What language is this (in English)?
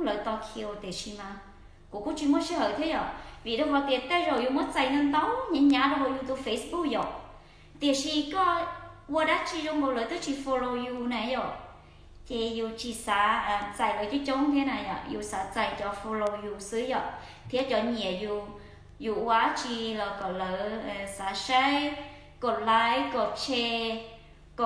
Hmong